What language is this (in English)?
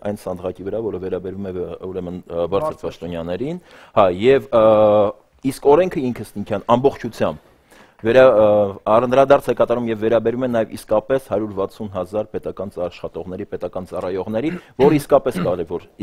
Armenian